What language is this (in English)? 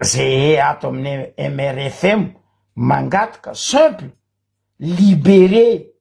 Malagasy